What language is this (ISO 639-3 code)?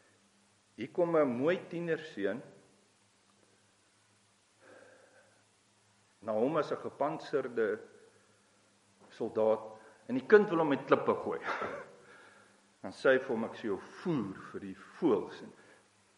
afr